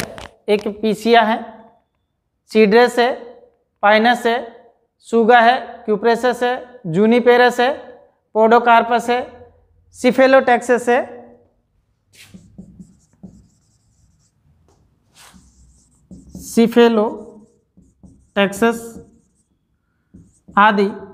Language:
Hindi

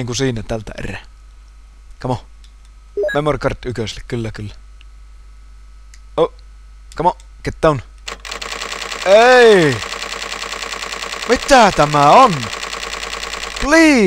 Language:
Finnish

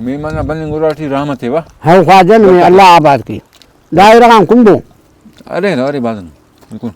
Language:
Brahui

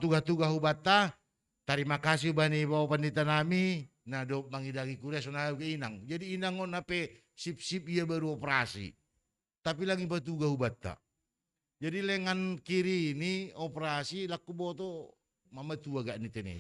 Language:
Batak Simalungun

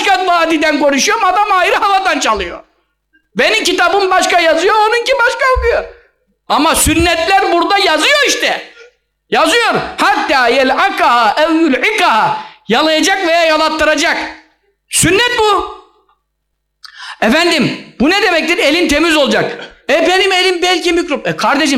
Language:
Turkish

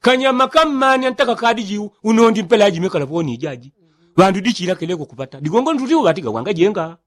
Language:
Yao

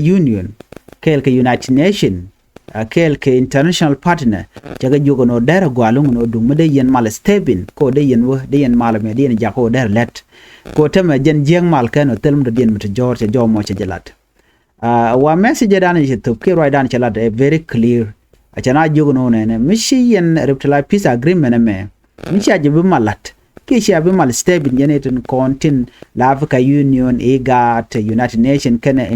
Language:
Nuer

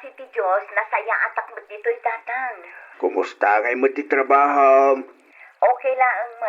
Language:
Iloko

